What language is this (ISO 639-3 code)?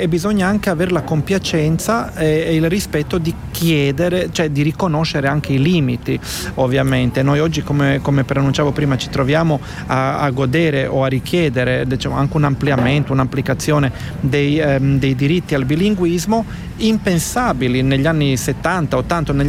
ita